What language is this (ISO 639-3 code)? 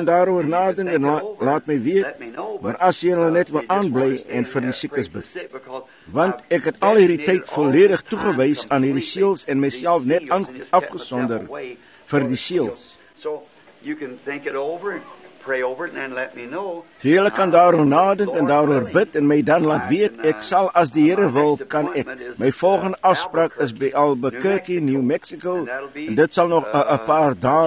afr